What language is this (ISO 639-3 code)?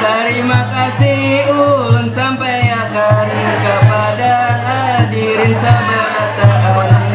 bjn